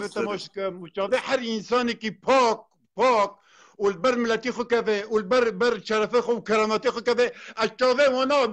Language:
Kurdish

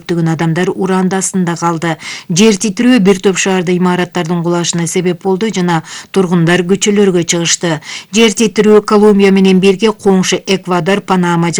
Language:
Kyrgyz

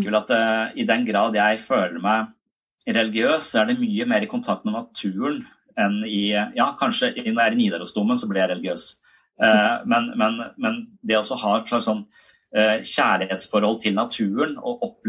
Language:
Norwegian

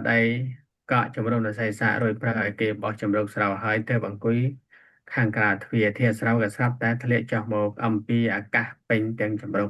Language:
Khmer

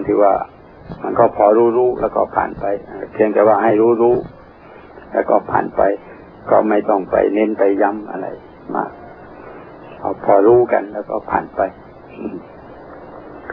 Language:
Thai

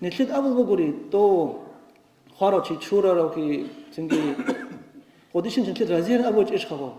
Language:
Avaric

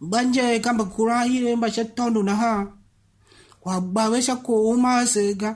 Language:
Tiv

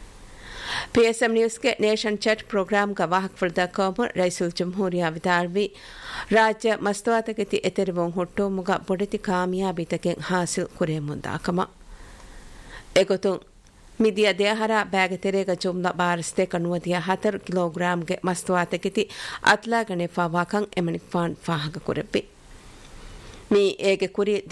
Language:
Divehi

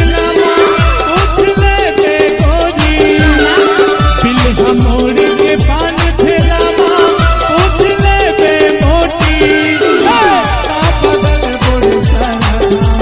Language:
Chhattisgarhi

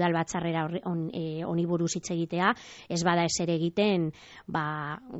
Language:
Basque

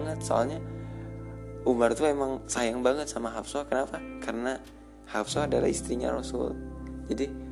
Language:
Indonesian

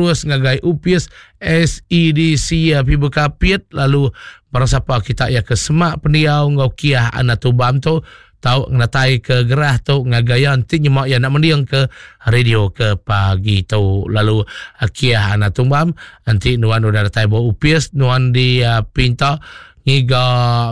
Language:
Iban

